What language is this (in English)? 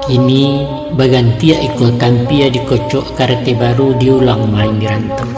Minangkabau